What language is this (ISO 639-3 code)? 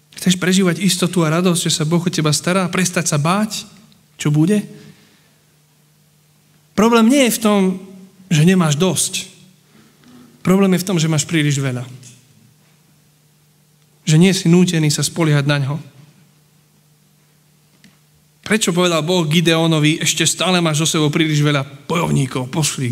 slk